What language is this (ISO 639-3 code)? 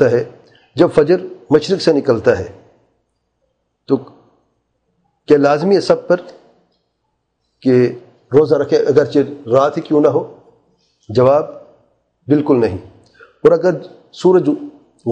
urd